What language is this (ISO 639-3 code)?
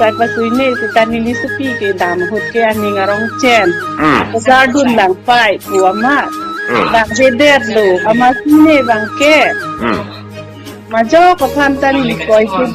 mjw